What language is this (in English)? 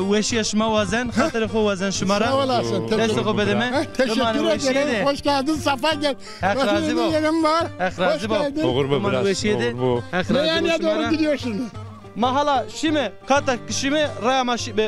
Zaza